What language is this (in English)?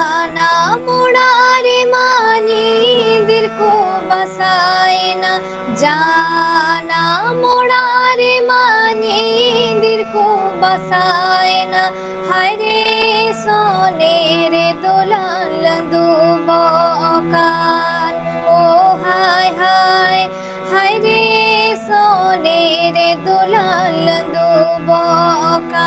Santali